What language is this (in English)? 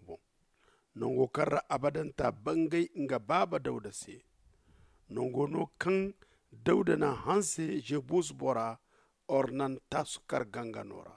Zarma